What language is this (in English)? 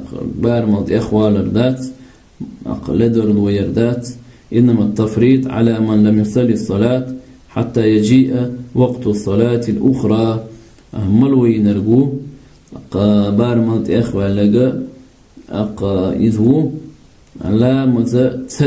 Chechen